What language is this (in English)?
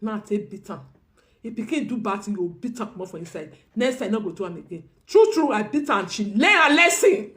Nigerian Pidgin